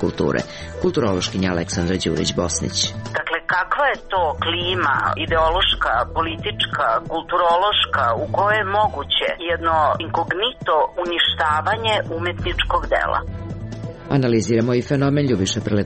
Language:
Serbian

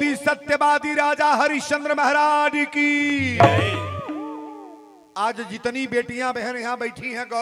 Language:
Bhojpuri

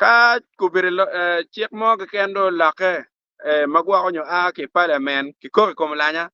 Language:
Acoli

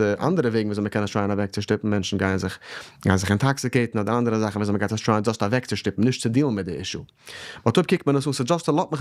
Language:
Yiddish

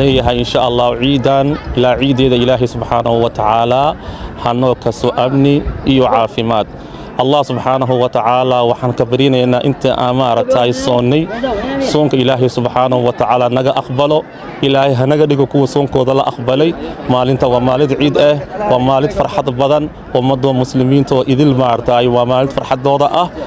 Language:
Somali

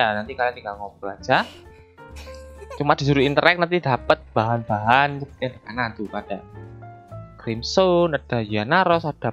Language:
Indonesian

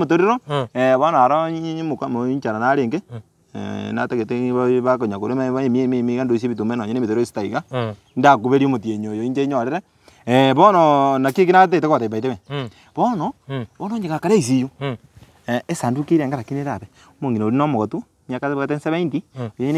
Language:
Gusii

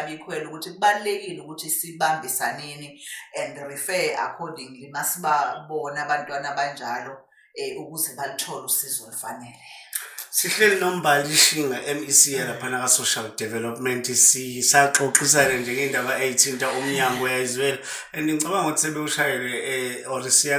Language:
Zulu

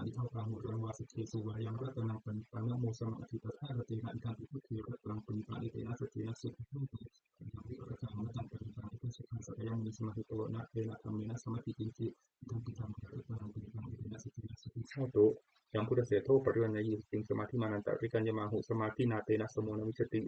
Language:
Pali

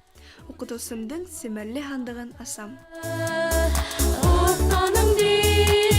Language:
Bashkir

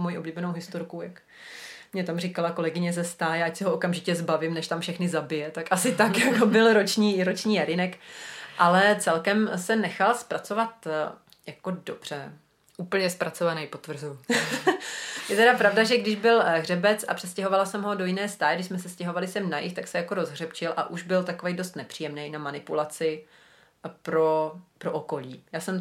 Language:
Czech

